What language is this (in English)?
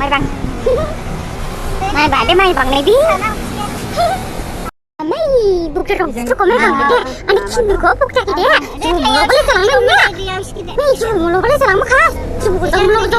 Dimasa